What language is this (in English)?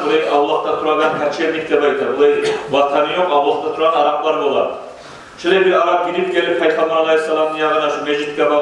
Kumyk